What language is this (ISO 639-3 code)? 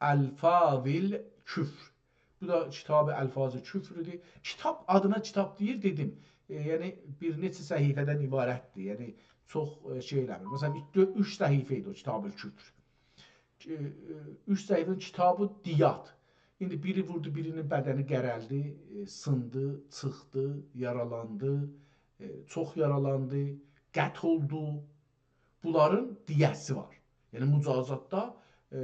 azb